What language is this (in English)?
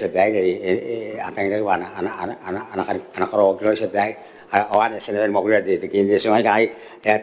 Gilbertese